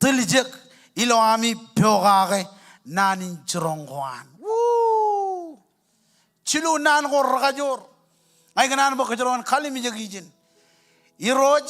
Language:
Marshallese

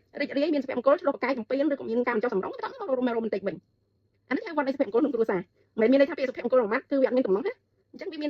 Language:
Khmer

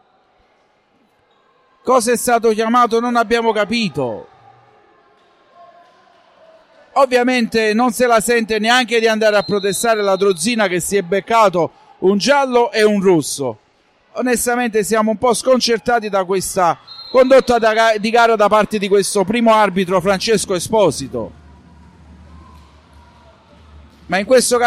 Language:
Italian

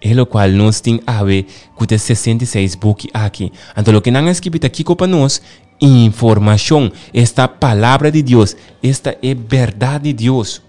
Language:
Papiamento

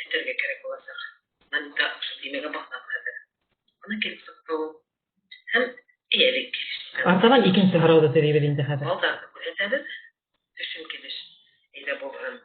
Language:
Bashkir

